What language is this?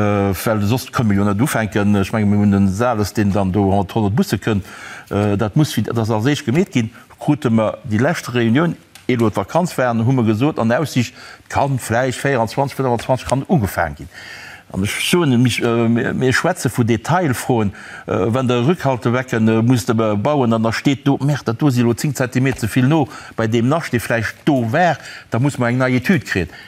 Luxembourgish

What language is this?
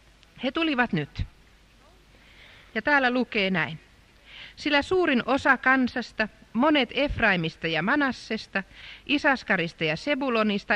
Finnish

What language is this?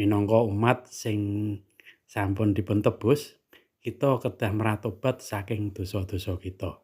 Javanese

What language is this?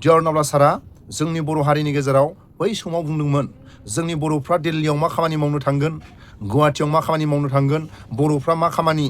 Bodo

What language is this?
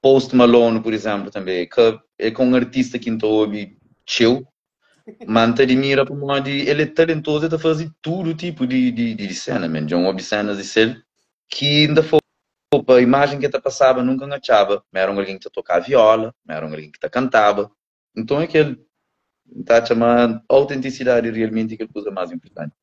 Kabuverdianu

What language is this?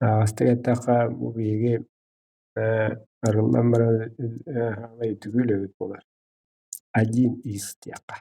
Yakut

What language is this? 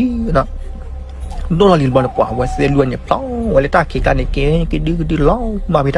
S'gaw Karen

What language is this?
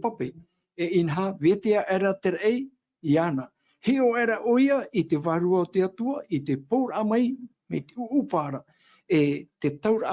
Tahitian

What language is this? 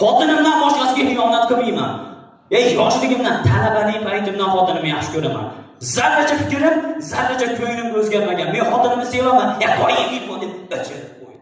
Uzbek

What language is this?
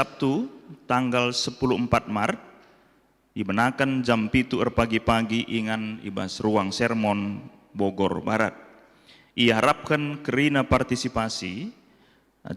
Batak Karo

